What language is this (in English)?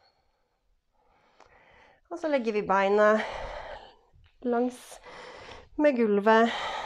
Norwegian